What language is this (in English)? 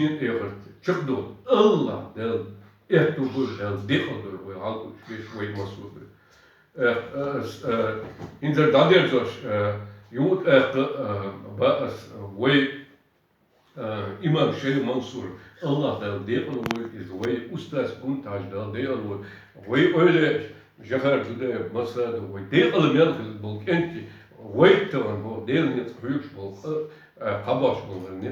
Chechen